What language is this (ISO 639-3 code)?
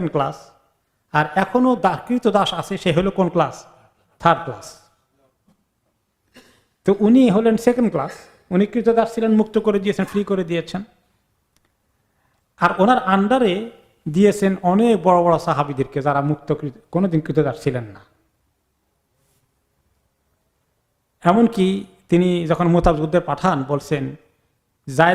ben